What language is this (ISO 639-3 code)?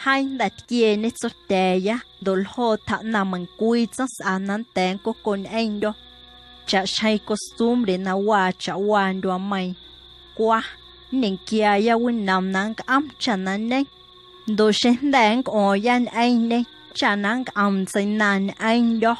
amu